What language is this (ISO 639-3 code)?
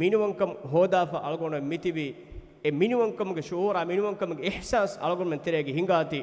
div